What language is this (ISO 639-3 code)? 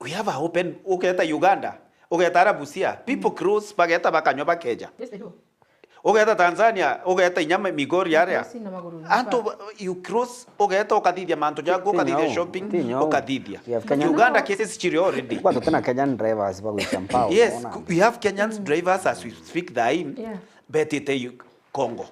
mer